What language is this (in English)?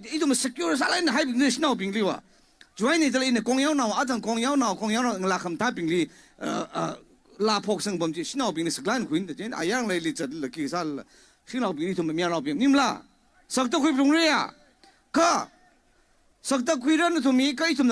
Tangkhul Naga (India)